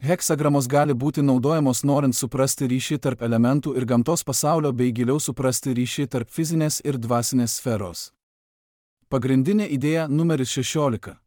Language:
Lithuanian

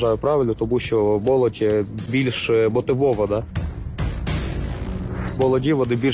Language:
Ukrainian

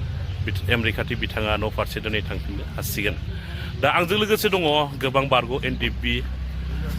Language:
Bodo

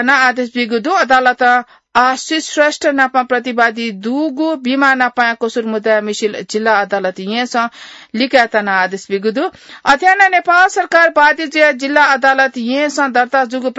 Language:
Newari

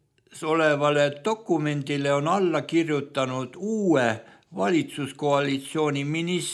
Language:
Estonian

